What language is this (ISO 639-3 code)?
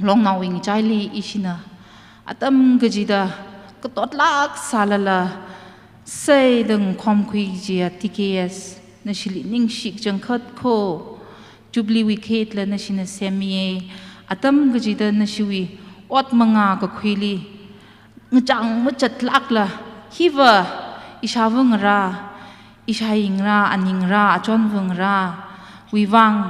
nmf